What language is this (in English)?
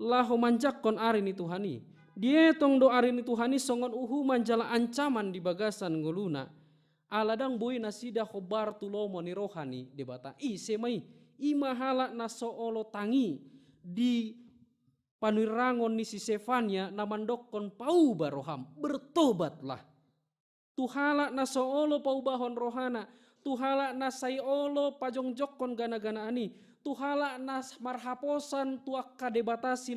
Batak Toba